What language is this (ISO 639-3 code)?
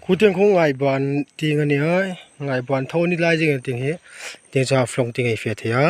hmr